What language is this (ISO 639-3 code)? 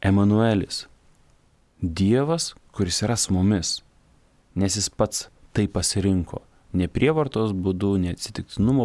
lit